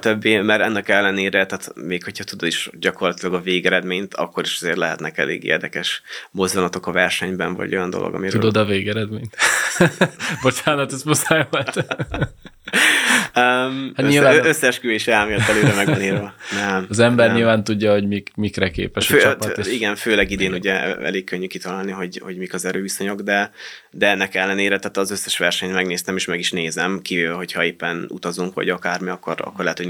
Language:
Hungarian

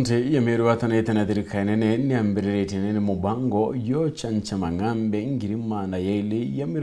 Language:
Meru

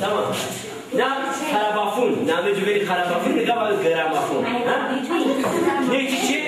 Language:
Zaza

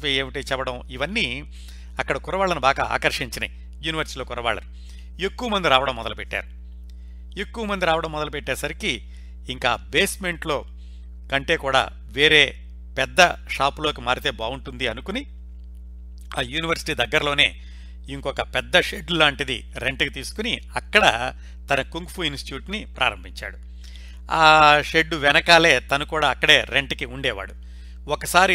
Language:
Telugu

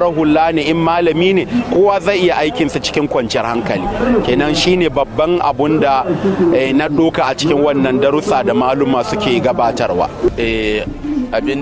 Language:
Hausa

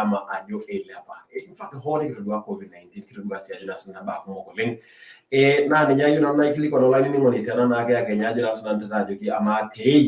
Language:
Masai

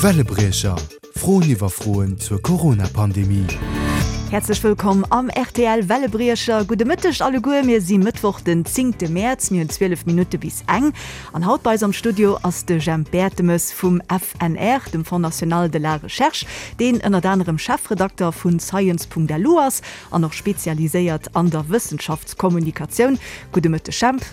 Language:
Luxembourgish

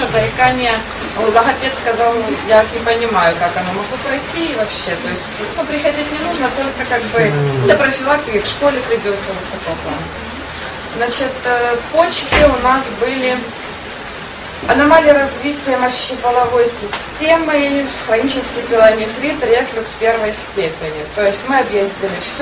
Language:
Russian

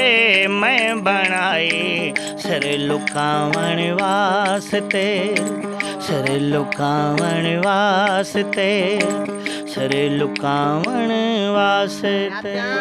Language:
Saraiki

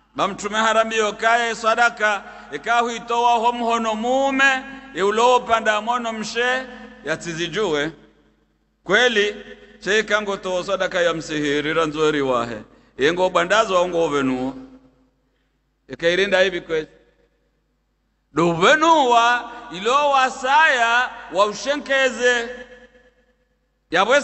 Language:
Swahili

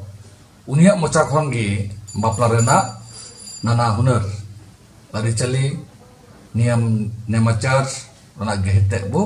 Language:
Santali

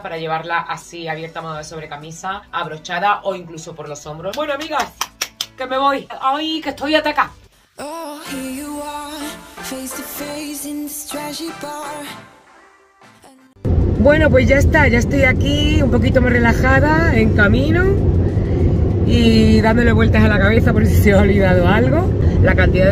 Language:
Spanish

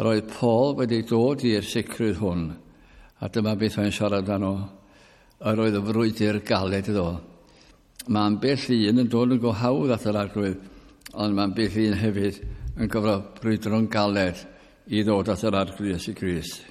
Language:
Welsh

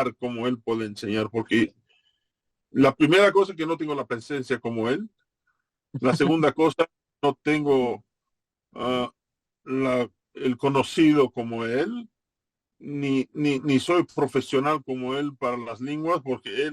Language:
Ladino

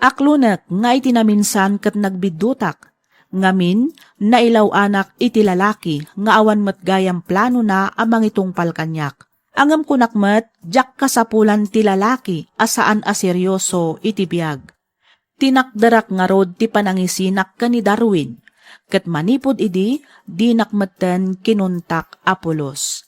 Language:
Iloko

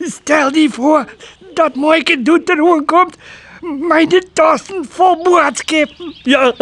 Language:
Western Frisian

